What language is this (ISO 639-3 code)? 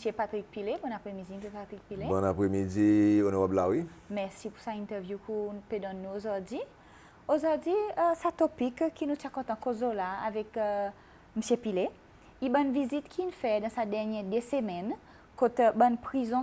crs